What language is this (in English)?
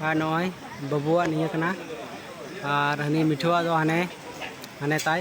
Santali